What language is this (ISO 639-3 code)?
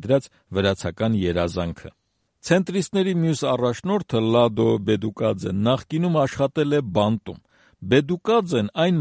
hye